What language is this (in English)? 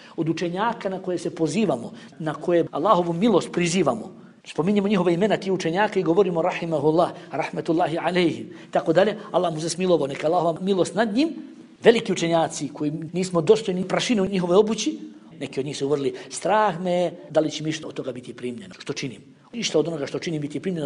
Bosnian